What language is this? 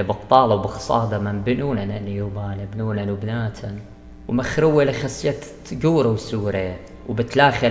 Assyrian Neo-Aramaic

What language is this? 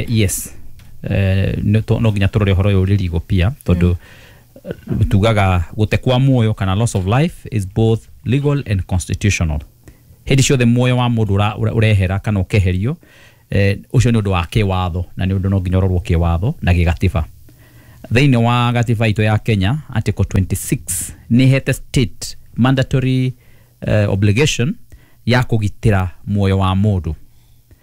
Kikuyu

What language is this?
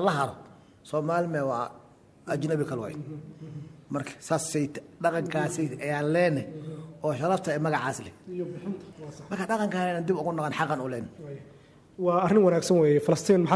Somali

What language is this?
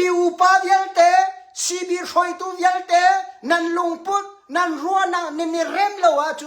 Hakha Chin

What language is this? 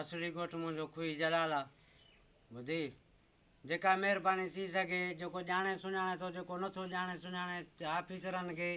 Sindhi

